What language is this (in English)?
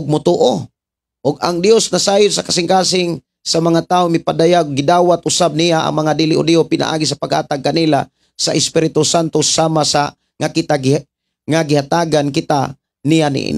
Cebuano